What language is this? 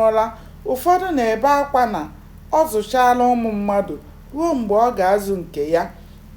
Igbo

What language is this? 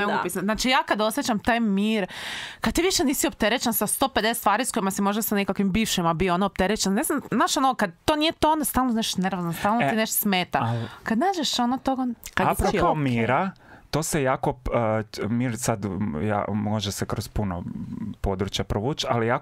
Croatian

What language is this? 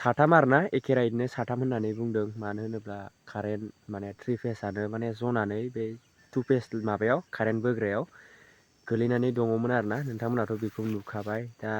Bodo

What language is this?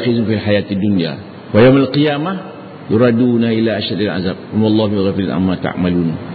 Malay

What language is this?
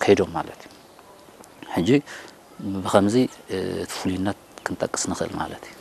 Tigrinya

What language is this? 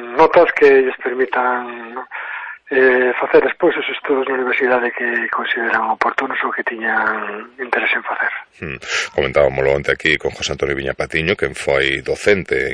Galician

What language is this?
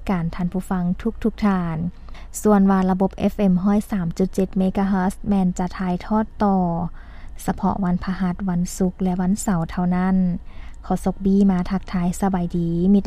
Lao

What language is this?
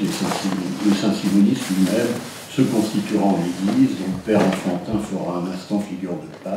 French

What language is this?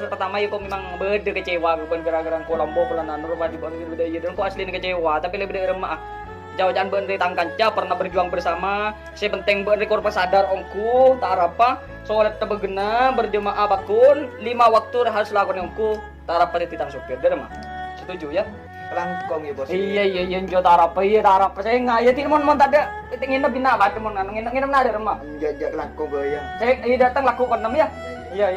Madurese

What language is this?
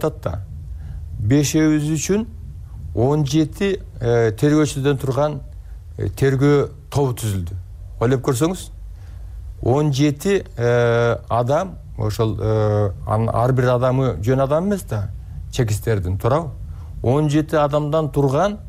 Kyrgyz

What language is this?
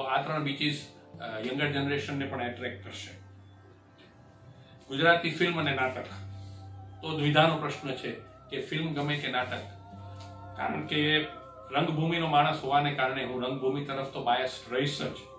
Gujarati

